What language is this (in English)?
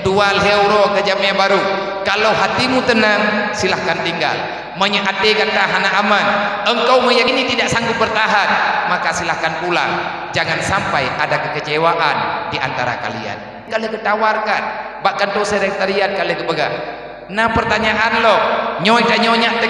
Achinese